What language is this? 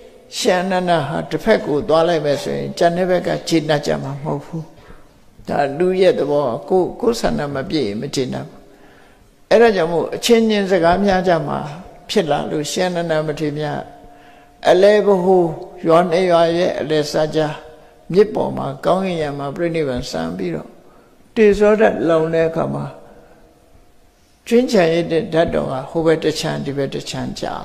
Burmese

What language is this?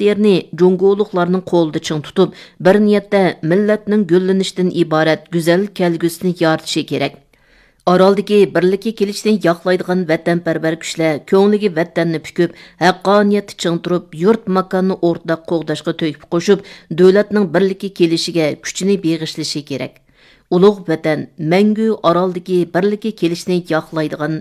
Uyghur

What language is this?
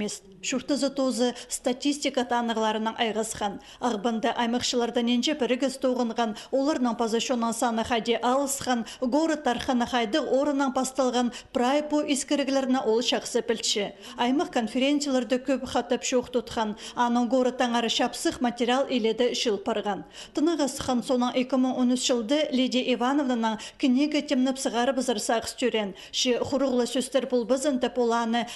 Khakas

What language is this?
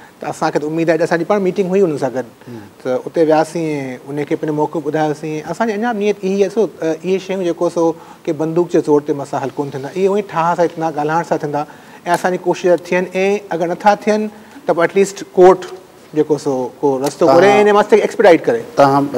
Sindhi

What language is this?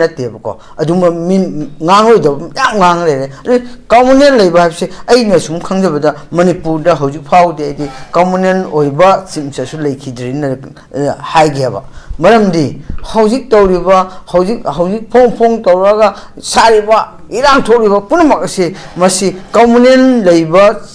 Manipuri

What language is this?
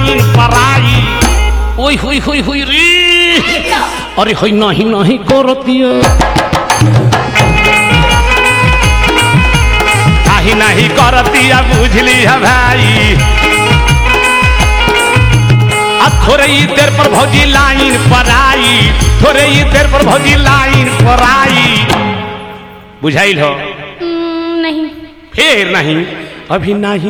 Bhojpuri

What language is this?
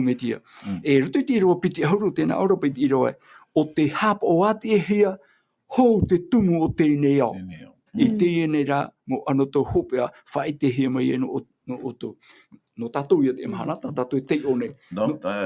Tahitian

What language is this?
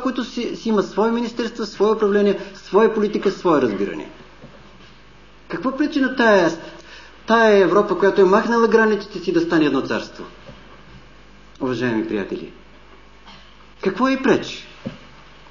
Bulgarian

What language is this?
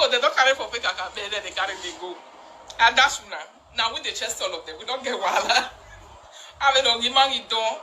Nigerian Pidgin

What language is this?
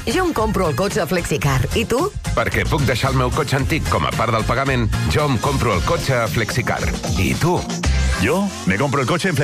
Catalan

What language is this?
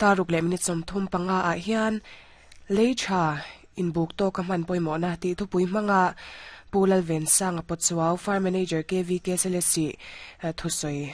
Mizo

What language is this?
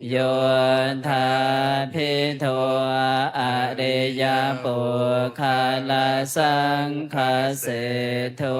Pali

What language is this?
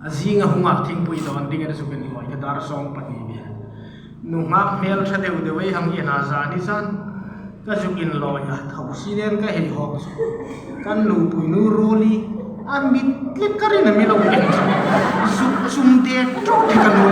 Hmar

